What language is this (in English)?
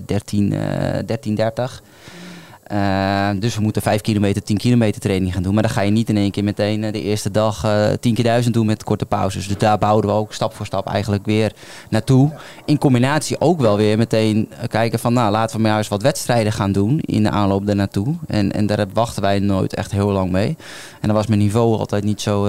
Dutch